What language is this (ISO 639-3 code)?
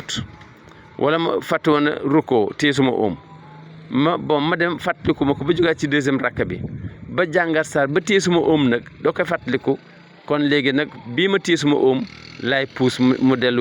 wol